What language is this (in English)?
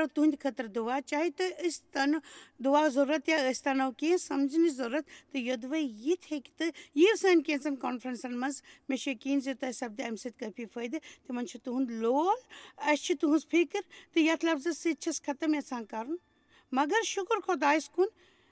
Kashmiri